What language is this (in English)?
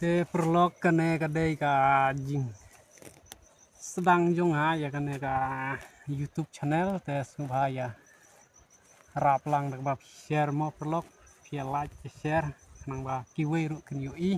Khasi